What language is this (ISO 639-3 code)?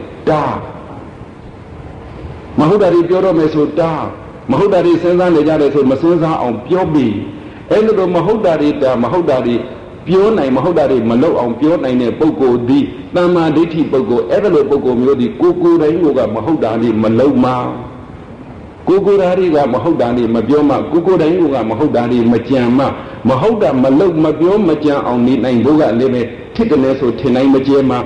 mya